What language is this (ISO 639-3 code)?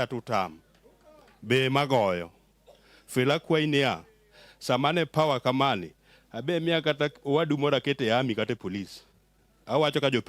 luo